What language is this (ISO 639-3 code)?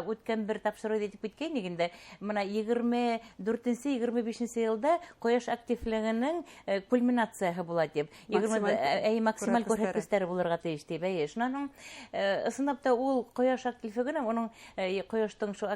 bak